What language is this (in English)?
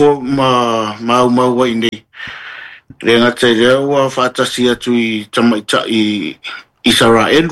Samoan